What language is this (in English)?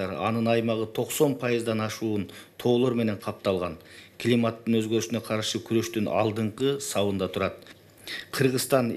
Kyrgyz